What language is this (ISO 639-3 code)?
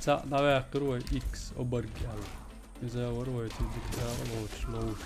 che